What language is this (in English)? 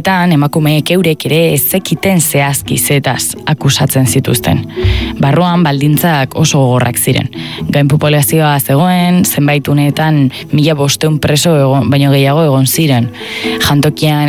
Basque